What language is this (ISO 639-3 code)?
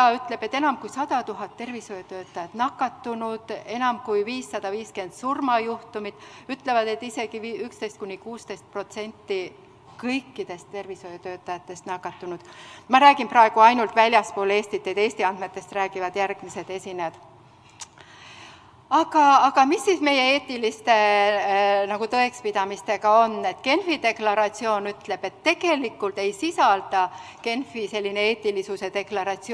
est